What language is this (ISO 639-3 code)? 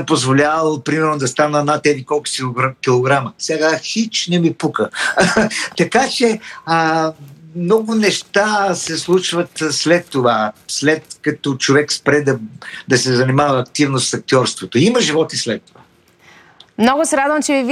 bul